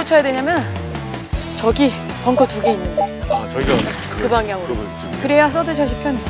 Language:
Korean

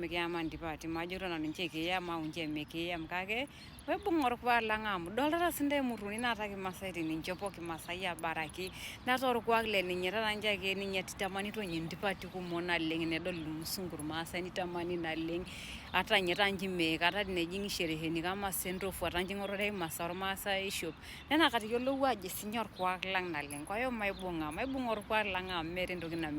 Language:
Masai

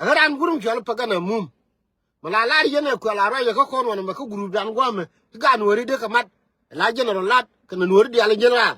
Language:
Nuer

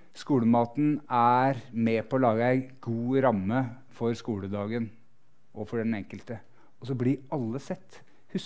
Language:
Norwegian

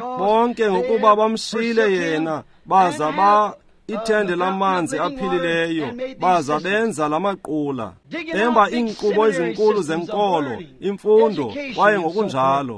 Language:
Xhosa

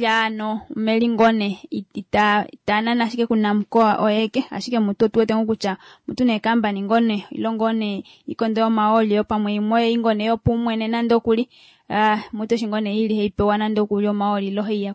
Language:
Kuanyama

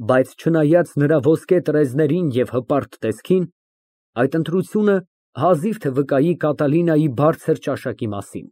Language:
Armenian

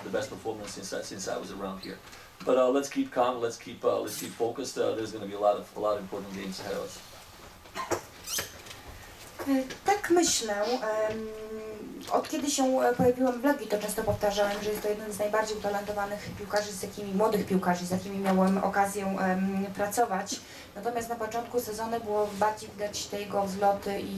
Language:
Polish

